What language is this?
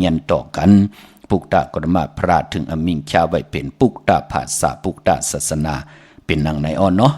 Shan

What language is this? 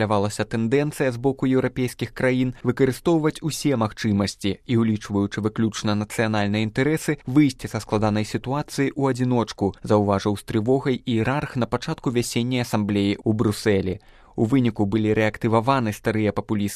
Belarusian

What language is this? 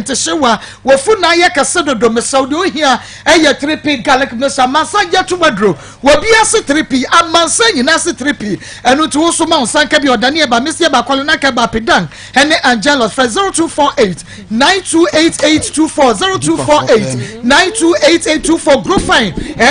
Akan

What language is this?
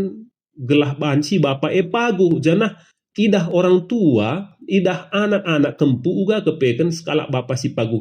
Batak Karo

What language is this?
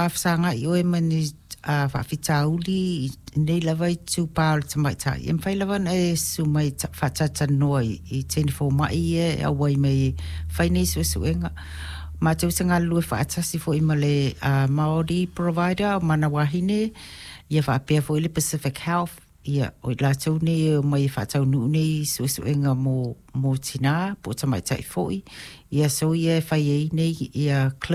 Samoan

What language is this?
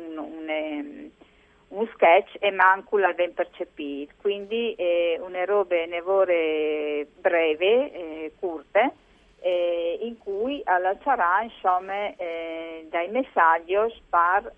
Friulian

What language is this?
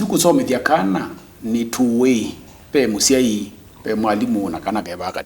Kamba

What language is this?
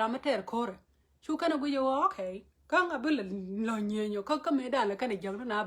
Nuer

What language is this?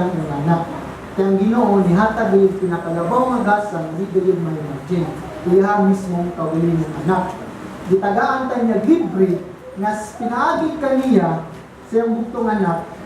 Cebuano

